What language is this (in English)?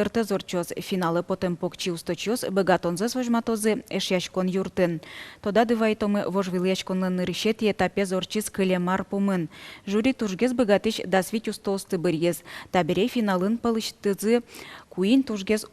Udmurt